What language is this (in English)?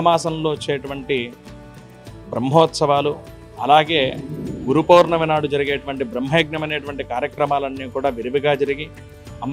Telugu